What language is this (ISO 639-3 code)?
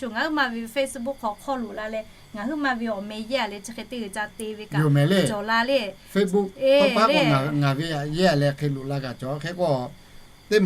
lhu